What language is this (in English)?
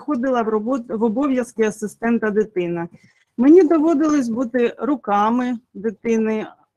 Ukrainian